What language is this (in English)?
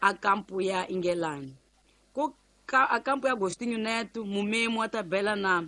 Tsonga